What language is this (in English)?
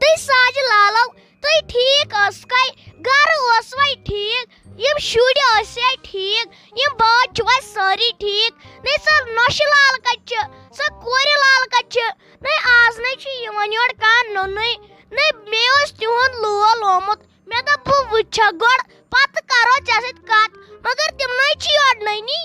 Kashmiri